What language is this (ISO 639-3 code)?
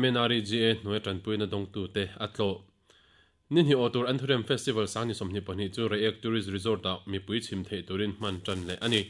lus